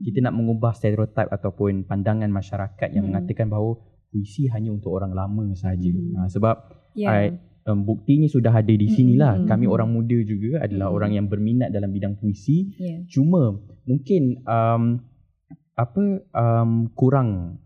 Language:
Malay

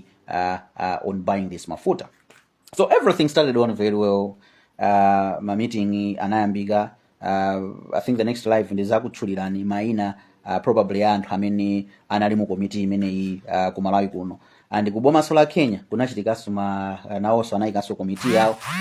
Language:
Nyanja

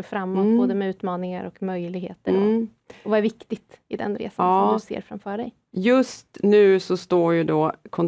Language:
Swedish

